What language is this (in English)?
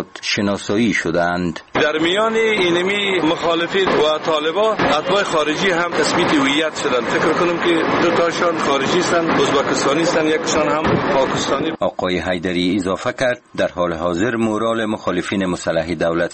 Persian